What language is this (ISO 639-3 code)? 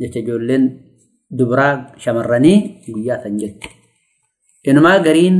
orm